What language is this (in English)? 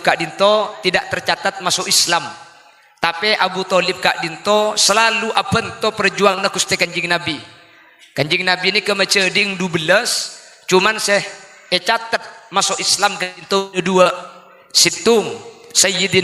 Madurese